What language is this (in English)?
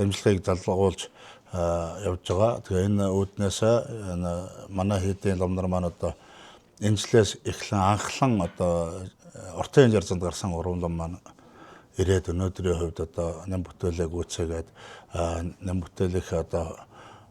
Mongolian